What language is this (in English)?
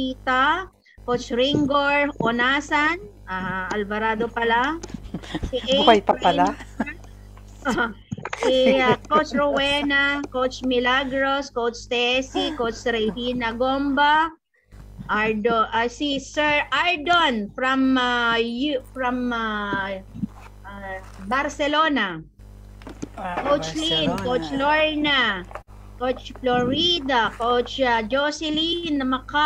Filipino